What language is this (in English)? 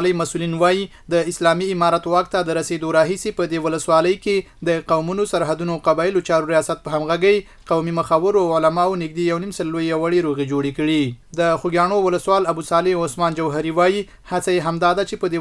Pashto